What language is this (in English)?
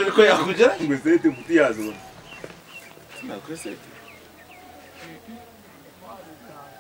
Kinyarwanda